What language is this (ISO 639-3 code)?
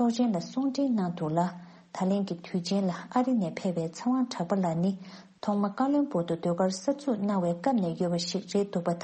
bod